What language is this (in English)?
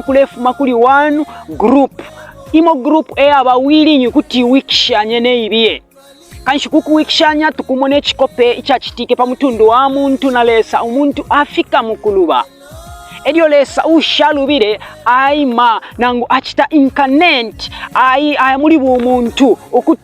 Bemba